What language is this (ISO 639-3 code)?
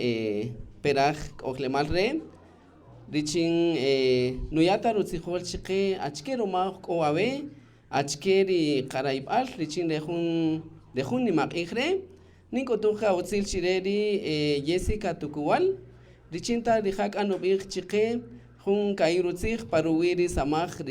cak